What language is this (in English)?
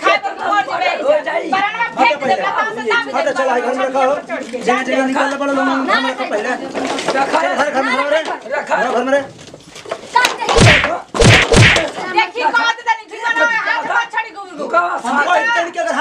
Bhojpuri